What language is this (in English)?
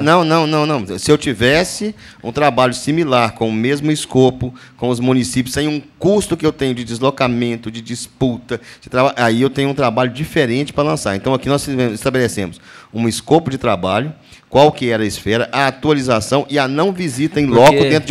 Portuguese